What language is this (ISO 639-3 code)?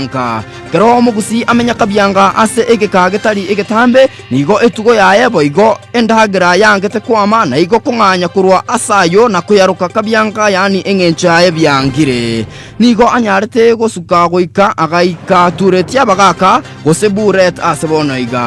guz